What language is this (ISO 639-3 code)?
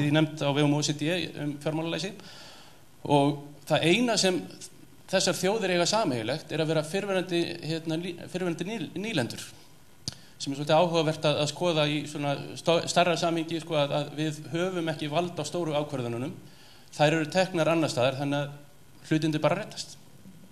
isl